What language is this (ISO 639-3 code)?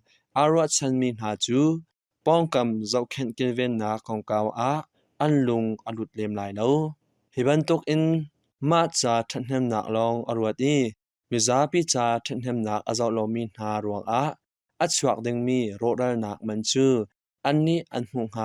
cnh